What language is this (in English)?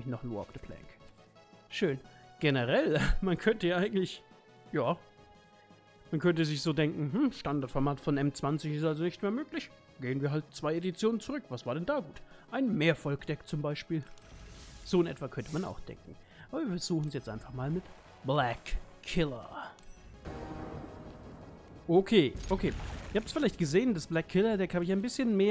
German